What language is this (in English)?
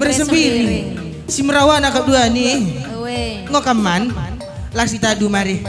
Batak Karo